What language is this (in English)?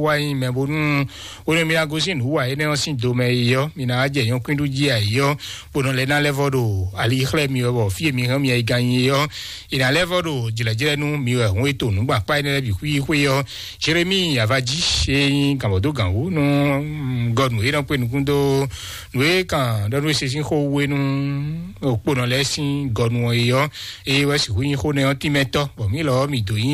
Fon